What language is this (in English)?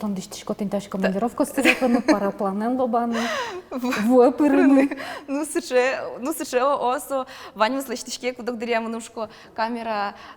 Udmurt